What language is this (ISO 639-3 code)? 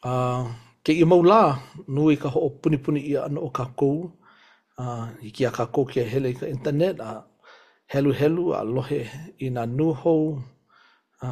haw